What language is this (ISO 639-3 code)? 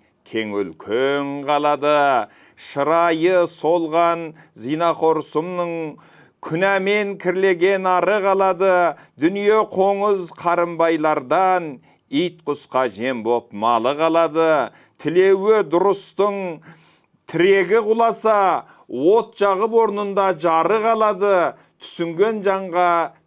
kaz